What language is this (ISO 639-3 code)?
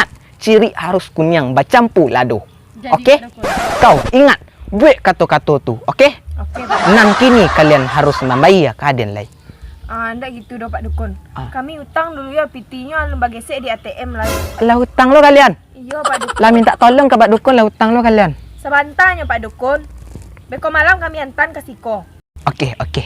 min